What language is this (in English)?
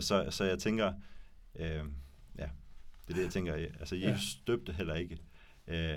Danish